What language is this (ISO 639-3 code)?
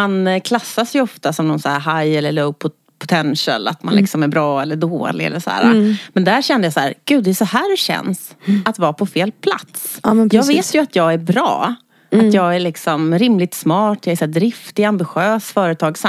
swe